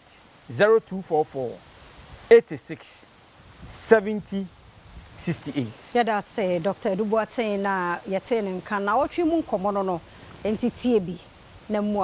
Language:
Akan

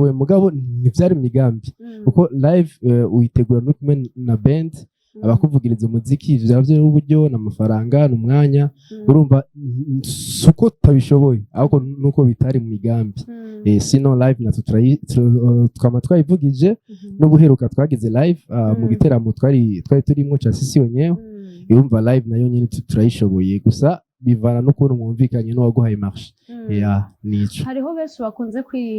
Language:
Rundi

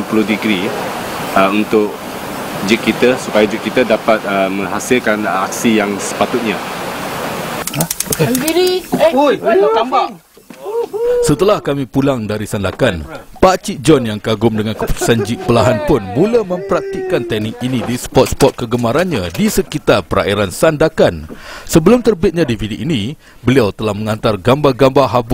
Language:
Malay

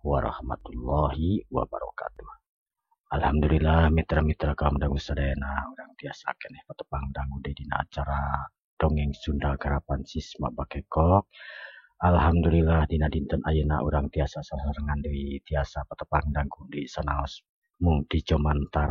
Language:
Sundanese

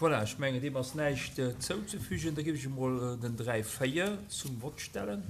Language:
Luxembourgish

